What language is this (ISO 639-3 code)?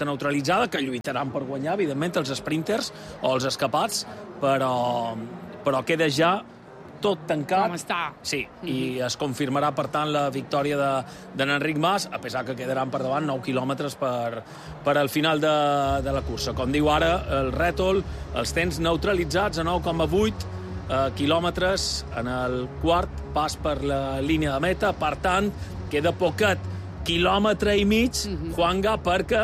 cat